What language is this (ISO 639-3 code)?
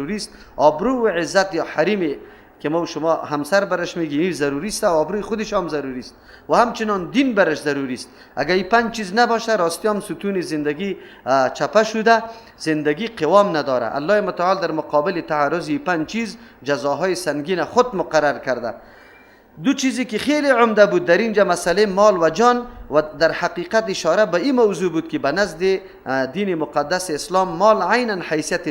fas